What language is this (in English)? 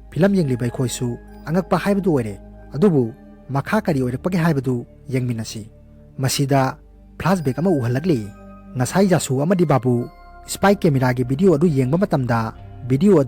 Manipuri